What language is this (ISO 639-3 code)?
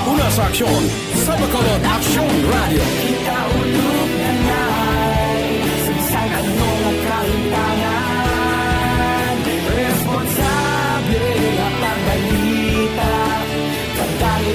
hil